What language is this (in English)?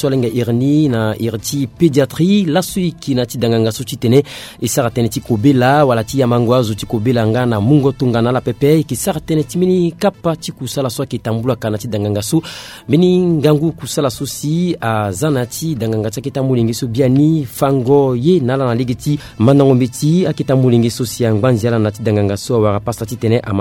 Sango